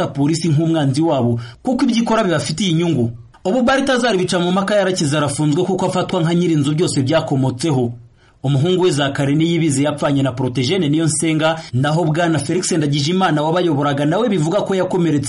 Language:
Kinyarwanda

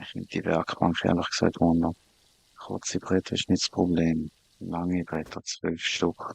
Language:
Swiss German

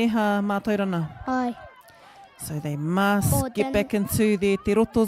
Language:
Māori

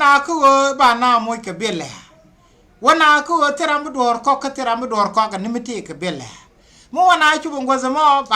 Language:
Nuer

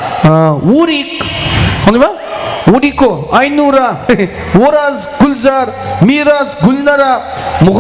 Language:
Kara-Kalpak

